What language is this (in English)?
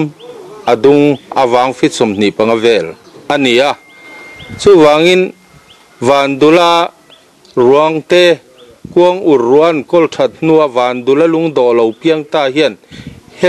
Mizo